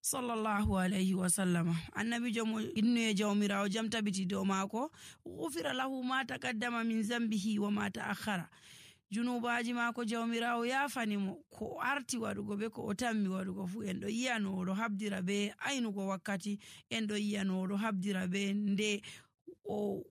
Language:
Nigerian Fulfulde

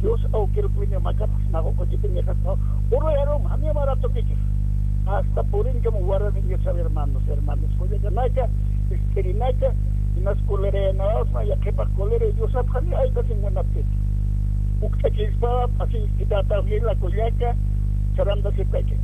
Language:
Aymara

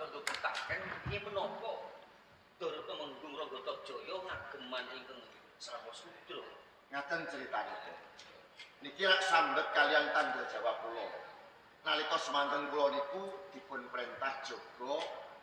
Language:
Javanese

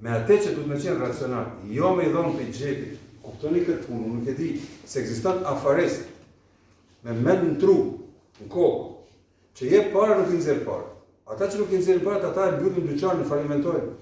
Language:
Albanian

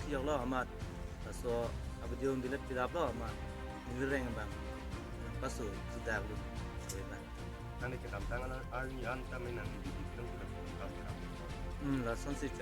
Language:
Karbi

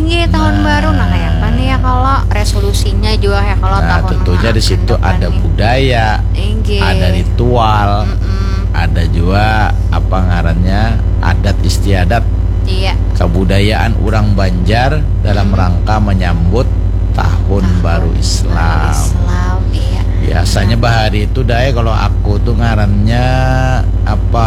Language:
Banjar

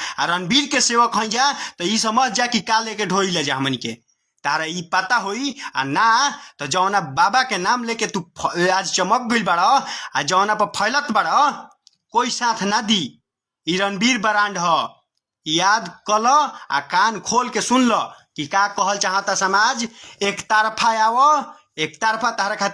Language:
Bhojpuri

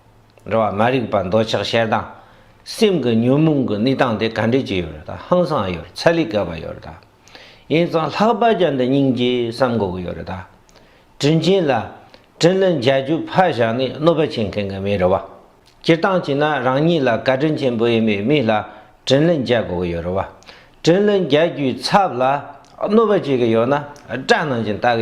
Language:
Tibetan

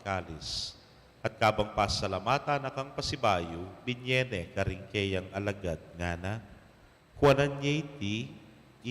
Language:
Pampanga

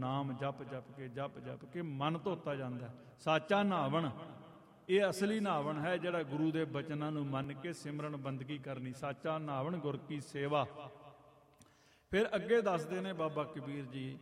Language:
Punjabi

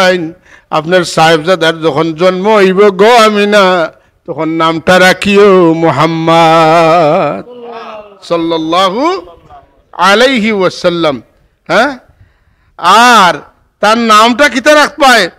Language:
Sylheti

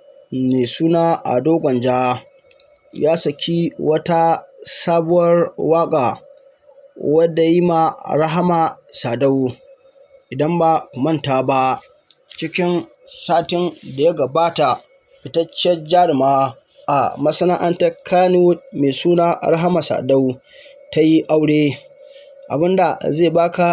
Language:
Hausa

